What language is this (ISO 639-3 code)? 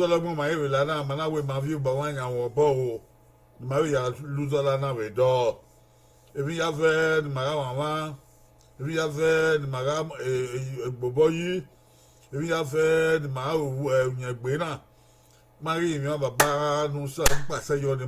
bin